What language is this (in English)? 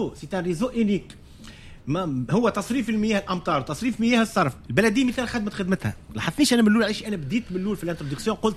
Tunisian Arabic